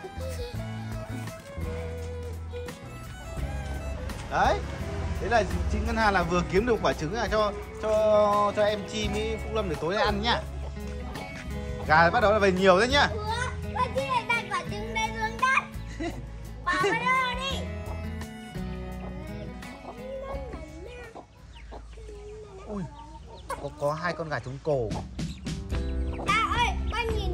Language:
Vietnamese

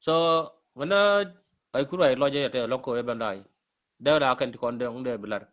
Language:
Nuer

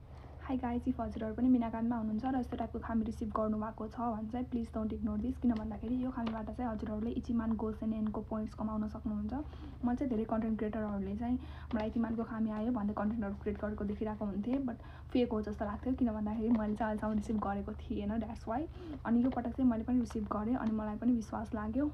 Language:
Nepali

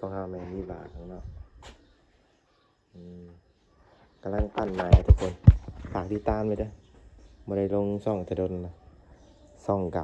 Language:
Lao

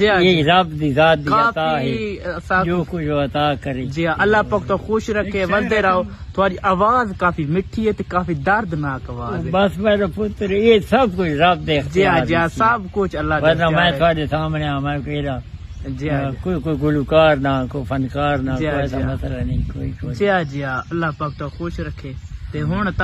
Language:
Saraiki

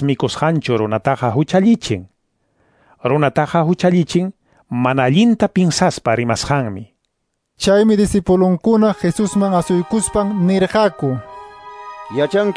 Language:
Ayacucho Quechua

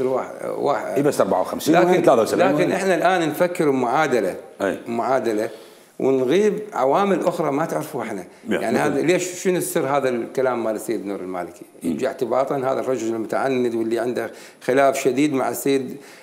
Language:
Mesopotamian Arabic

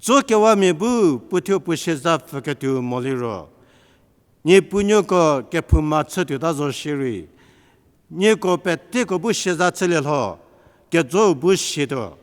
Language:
Angami Naga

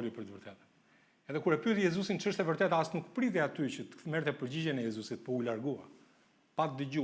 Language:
Albanian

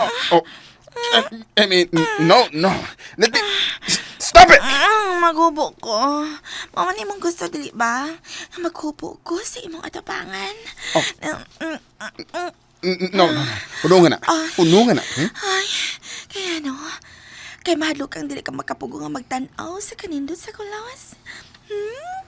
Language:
Cebuano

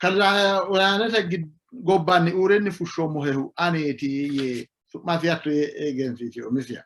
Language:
Sidamo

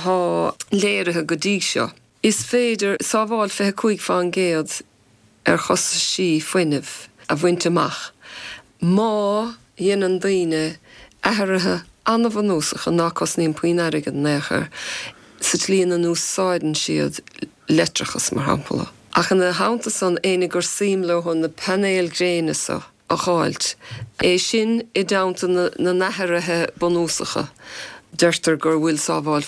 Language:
Irish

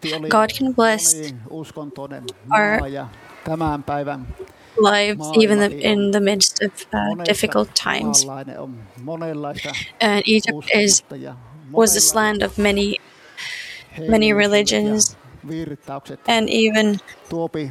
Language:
Finnish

